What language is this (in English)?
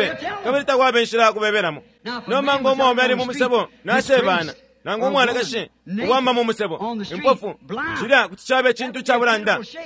Bemba